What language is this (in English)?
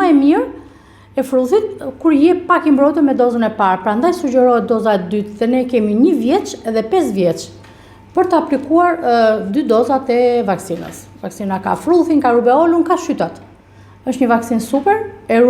Albanian